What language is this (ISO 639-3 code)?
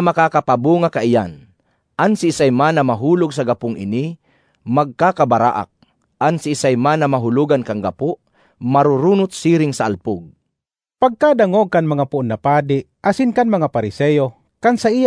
bik